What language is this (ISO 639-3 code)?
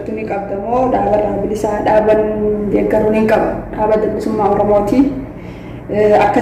orm